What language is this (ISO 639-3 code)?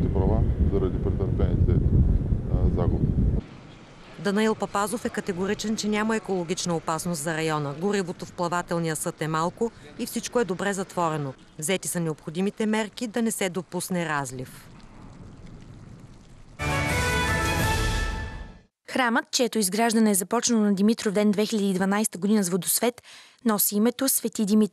bul